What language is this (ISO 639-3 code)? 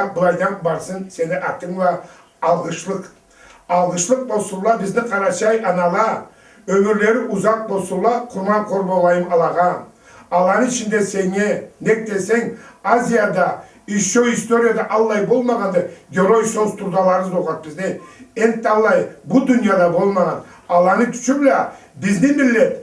krc